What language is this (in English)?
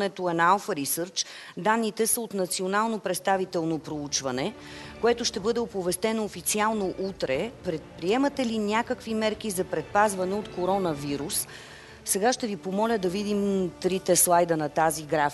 Bulgarian